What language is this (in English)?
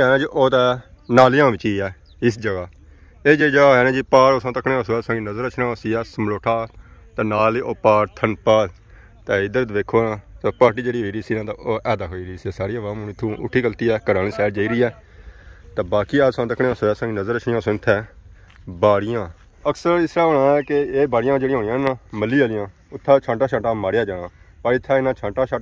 Pahari-Potwari